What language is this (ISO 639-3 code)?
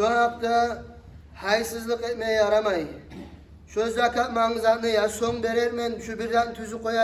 kum